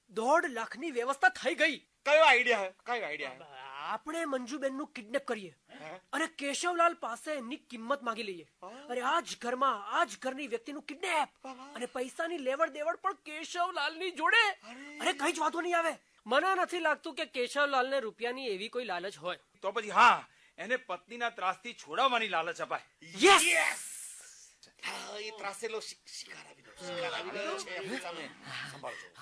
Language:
Gujarati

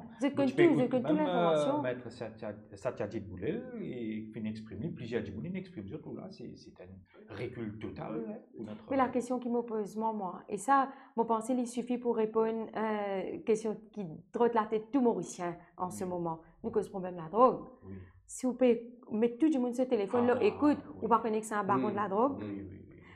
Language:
Morisyen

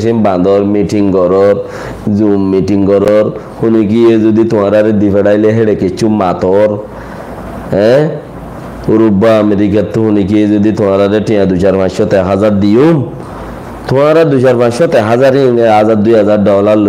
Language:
Rohingya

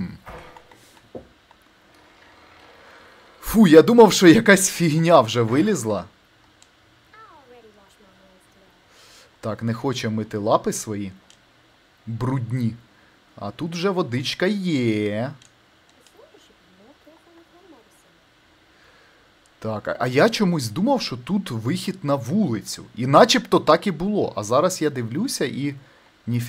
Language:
Ukrainian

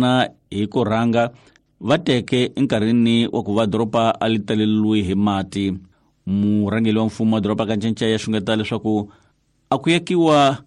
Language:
Tsonga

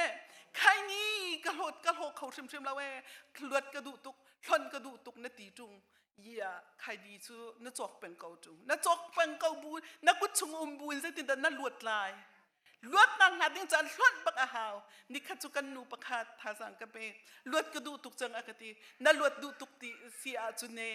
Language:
Hakha Chin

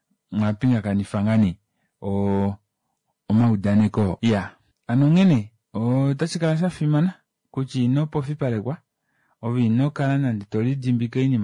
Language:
Kuanyama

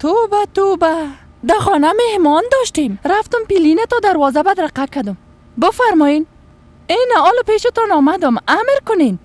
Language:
Persian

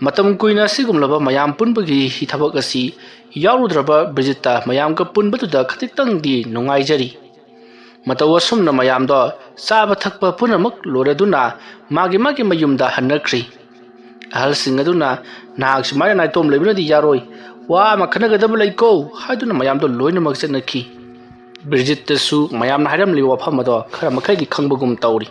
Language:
Manipuri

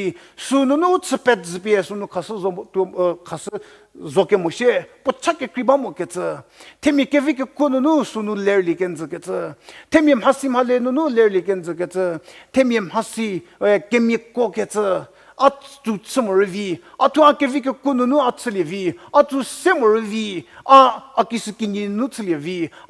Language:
Angami Naga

